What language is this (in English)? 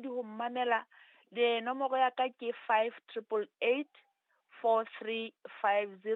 Southern Sotho